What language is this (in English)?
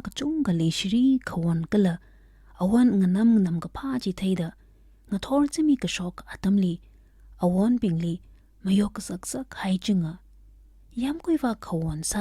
Tangkhul Naga (India)